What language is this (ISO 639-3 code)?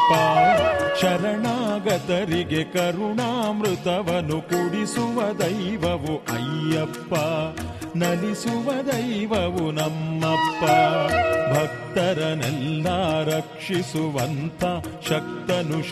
kan